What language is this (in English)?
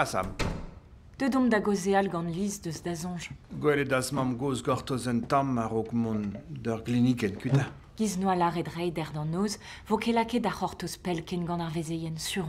Breton